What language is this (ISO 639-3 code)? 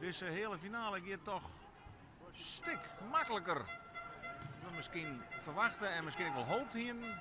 fry